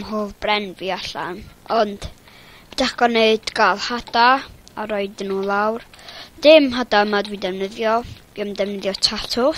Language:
Welsh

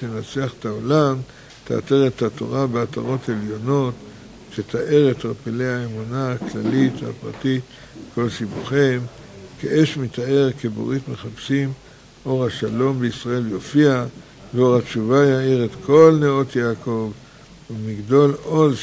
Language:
Hebrew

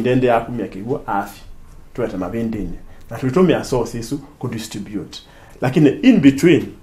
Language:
Kamba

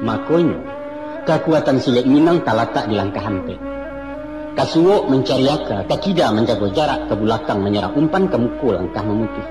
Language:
Minangkabau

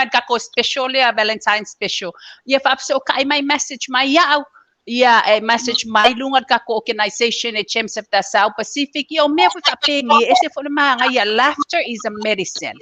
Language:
Samoan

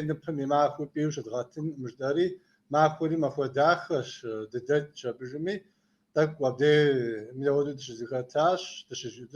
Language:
Kabardian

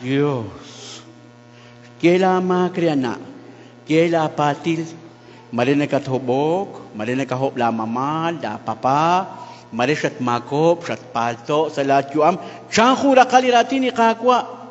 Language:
Kekchí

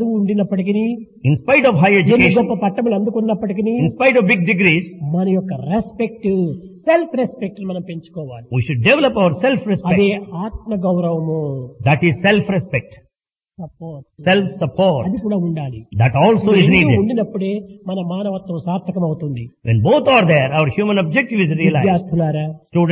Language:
Telugu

